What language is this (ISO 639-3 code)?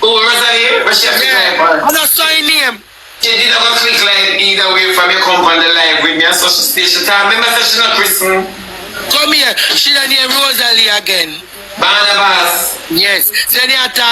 jam